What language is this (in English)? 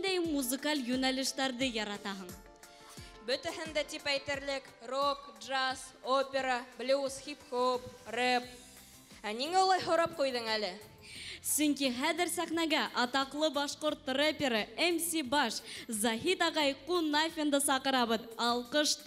Bashkir